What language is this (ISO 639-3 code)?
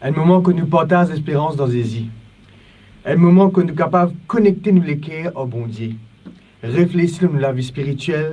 mfe